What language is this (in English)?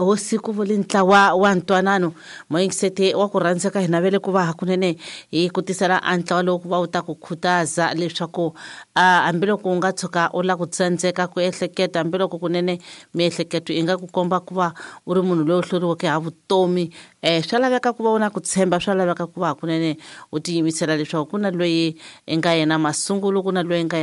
Tsonga